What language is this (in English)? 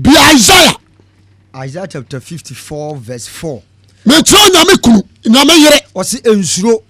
Akan